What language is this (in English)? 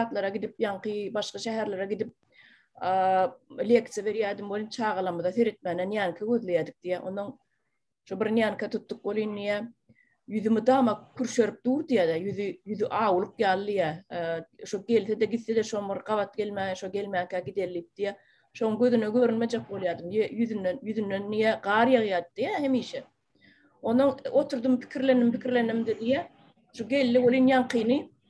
Turkmen